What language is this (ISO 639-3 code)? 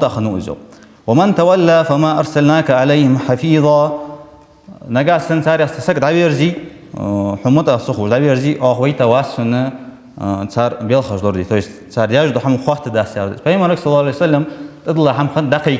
inh